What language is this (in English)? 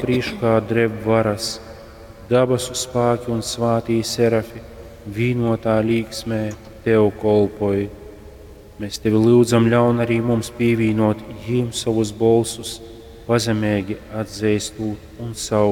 Latgalian